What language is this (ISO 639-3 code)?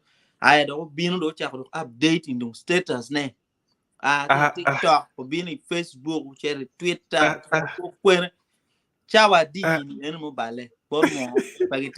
ach